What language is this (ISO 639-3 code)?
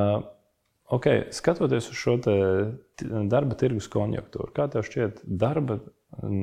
lav